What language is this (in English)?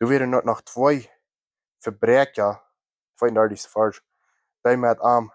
Plautdietsch